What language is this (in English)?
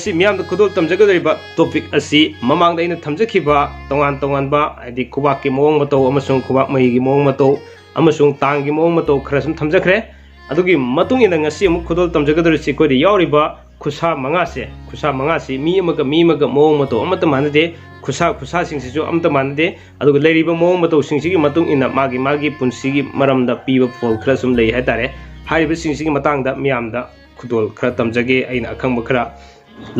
Manipuri